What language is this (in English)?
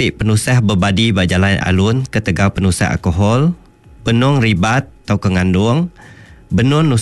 Iban